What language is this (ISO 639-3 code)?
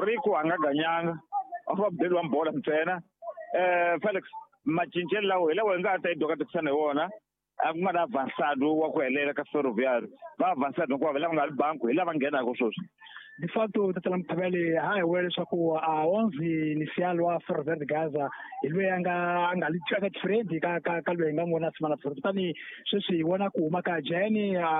tso